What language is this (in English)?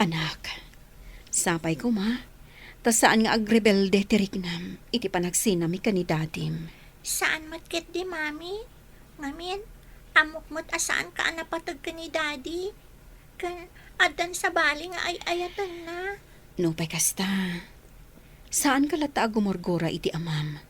Iloko